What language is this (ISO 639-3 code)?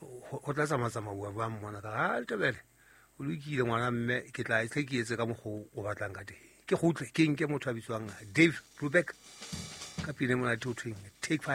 sot